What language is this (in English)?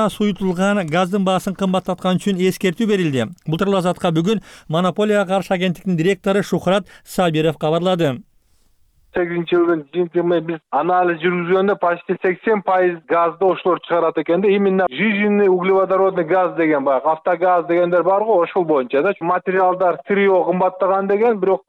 Kyrgyz